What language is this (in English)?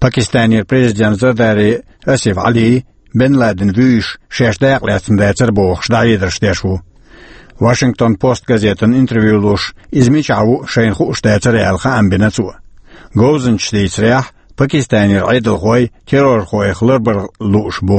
Chechen